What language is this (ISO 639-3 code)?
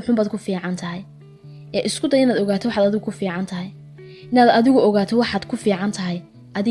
som